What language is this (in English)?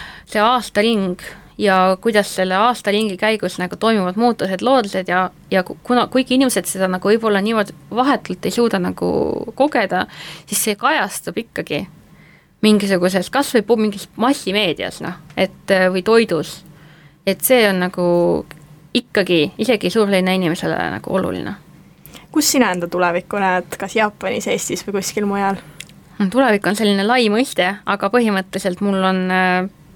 Estonian